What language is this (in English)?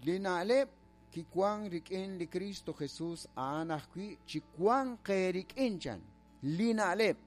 Kekchí